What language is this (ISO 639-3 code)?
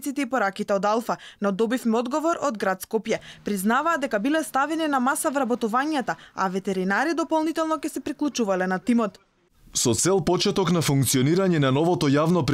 mkd